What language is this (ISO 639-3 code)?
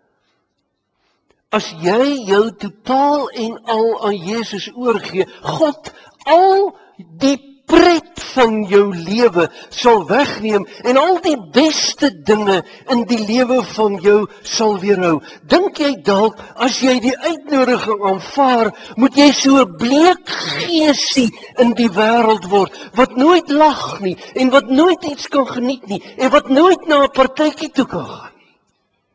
afr